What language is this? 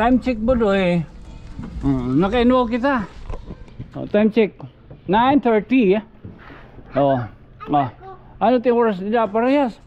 Waray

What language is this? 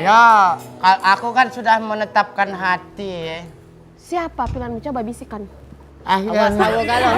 Musi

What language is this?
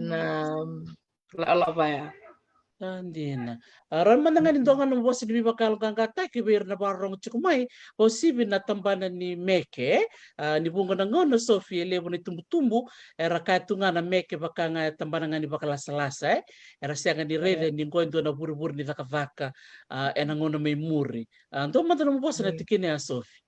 Fijian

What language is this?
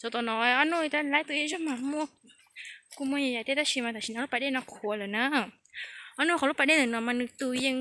Hmong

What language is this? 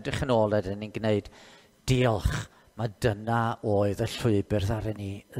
Welsh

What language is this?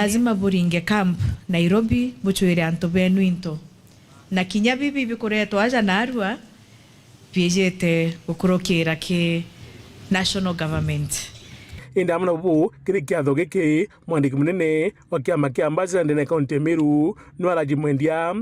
Meru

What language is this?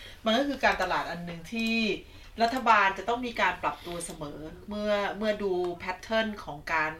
Thai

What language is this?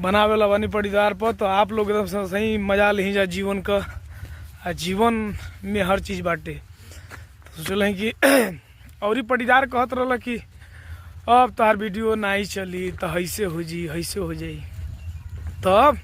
Bhojpuri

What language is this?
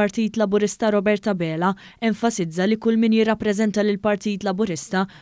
Maltese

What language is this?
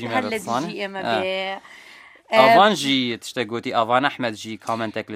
Central Kurdish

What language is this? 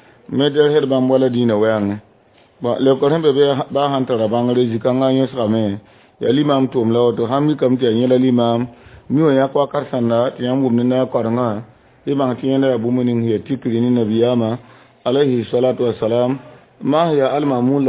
Mossi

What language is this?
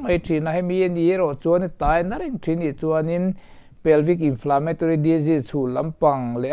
Mizo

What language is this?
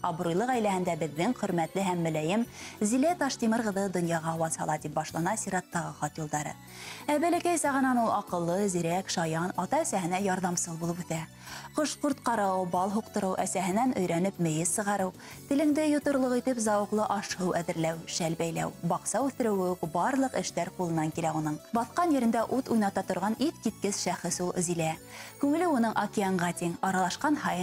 Bashkir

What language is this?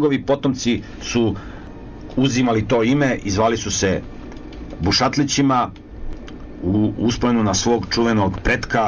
Serbian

